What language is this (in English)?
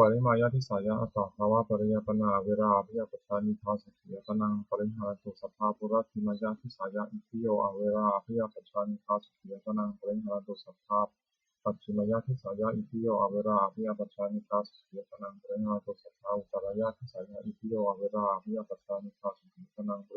Pali